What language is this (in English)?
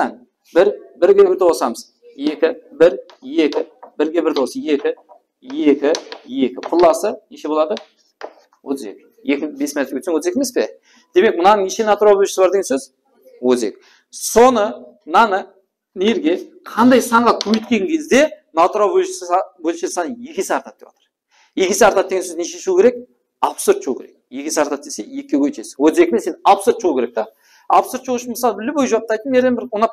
Kara-Kalpak